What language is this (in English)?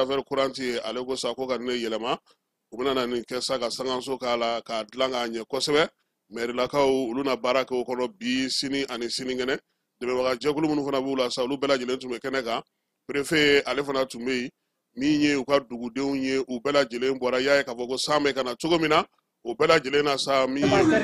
Bambara